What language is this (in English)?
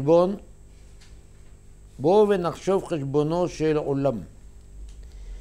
Hebrew